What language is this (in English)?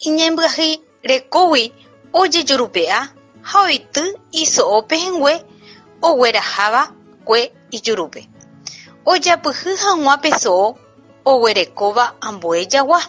Guarani